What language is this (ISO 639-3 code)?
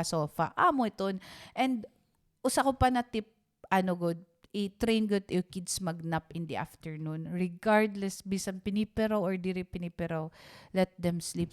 war